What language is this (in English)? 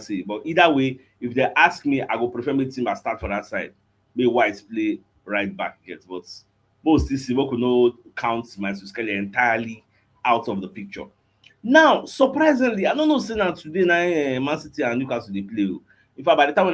Nigerian Pidgin